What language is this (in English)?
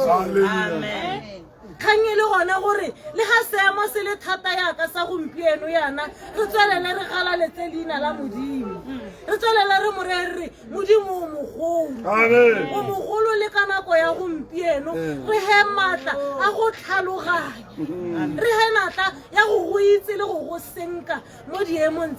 Tswana